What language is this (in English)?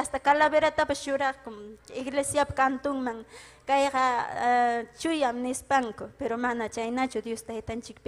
Ayacucho Quechua